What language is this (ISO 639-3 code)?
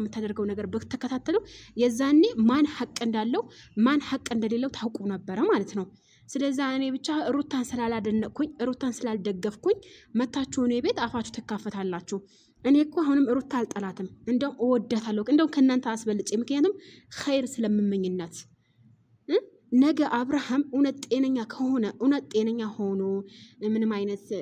amh